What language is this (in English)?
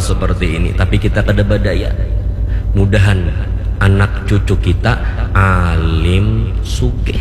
Banjar